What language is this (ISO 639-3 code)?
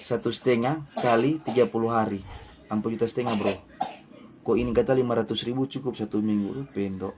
xmm